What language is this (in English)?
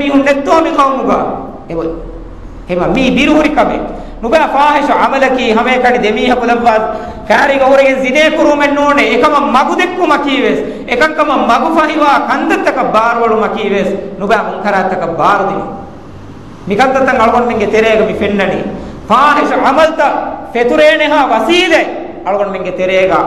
Divehi